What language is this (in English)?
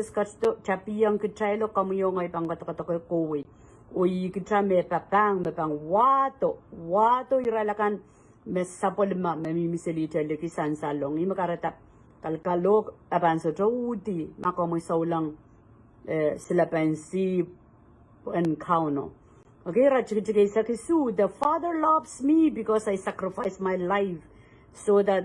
Pohnpeian